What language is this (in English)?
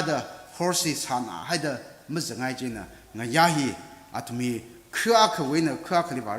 Tangkhul Naga (India)